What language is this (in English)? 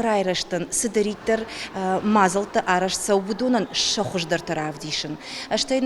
Ossetic